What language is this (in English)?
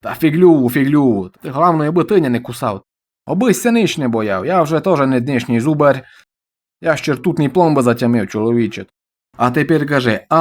Rusyn